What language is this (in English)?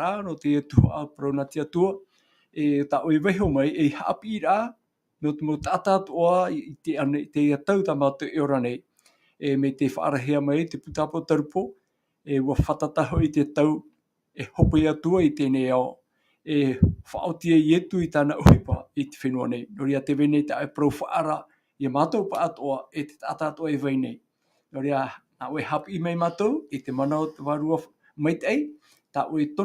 Tahitian